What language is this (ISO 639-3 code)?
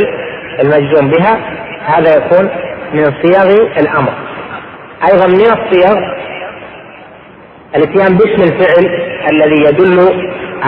ara